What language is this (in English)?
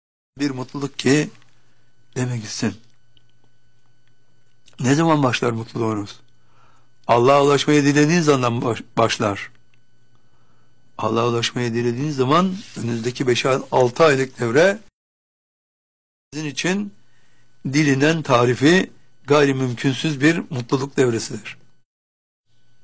Turkish